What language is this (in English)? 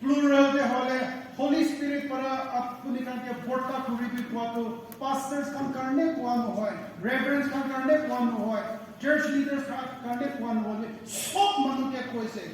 Naga Pidgin